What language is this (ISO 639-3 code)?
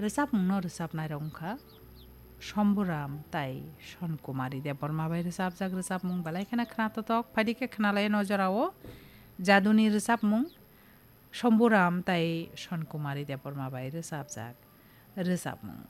trp